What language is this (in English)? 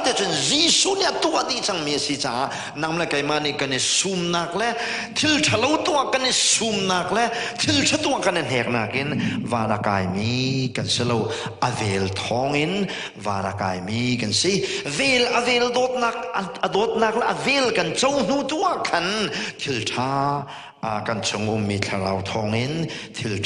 Hakha Chin